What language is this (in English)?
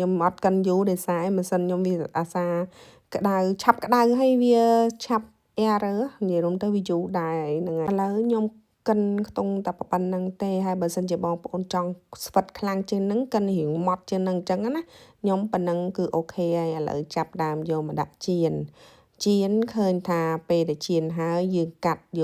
Khmer